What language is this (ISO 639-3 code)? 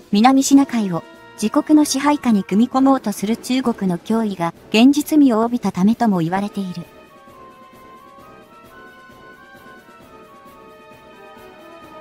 jpn